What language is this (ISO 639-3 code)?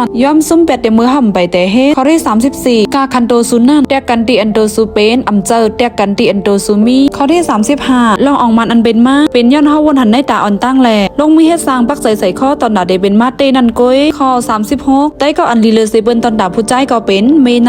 shn